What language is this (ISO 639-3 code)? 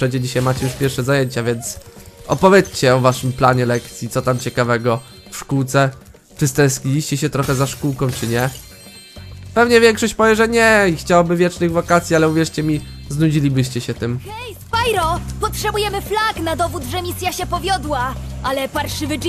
pol